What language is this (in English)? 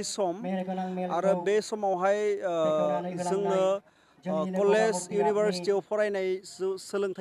Bodo